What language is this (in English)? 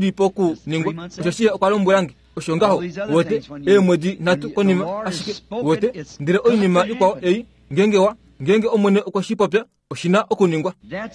Kuanyama